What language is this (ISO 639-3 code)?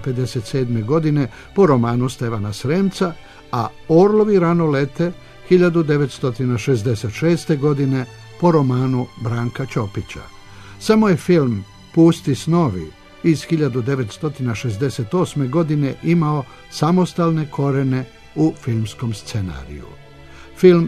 srp